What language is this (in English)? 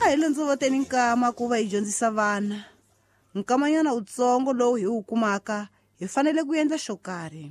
Tsonga